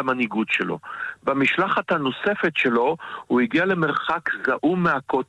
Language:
Hebrew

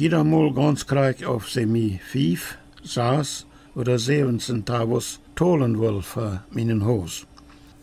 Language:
Plautdietsch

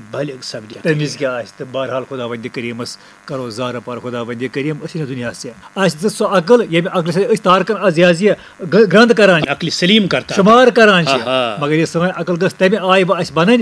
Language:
Kashmiri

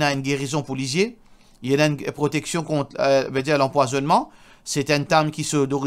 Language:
Morisyen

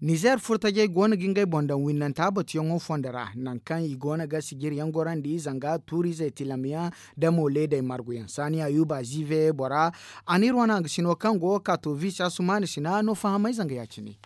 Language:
Zarma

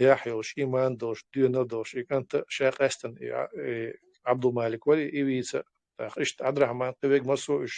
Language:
Chechen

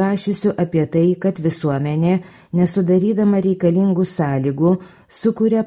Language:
Lithuanian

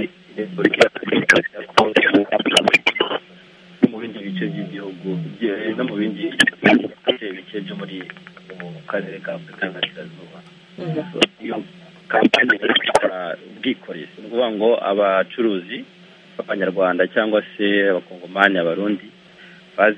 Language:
Kinyarwanda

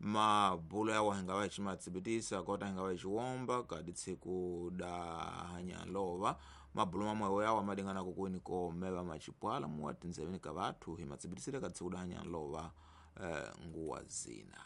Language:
Tsonga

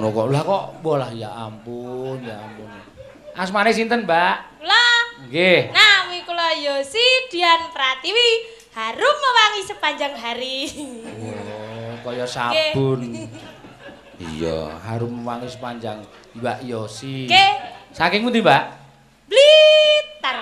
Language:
Javanese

